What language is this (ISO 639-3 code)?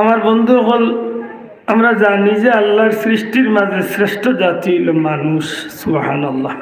syl